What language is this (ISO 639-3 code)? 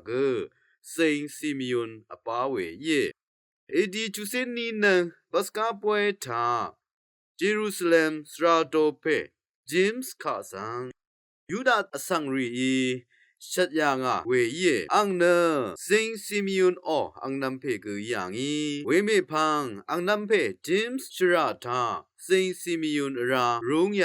raw